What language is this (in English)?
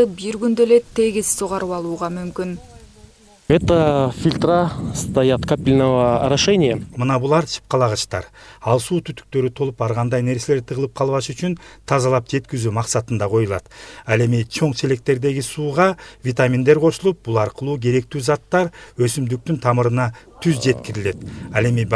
Kyrgyz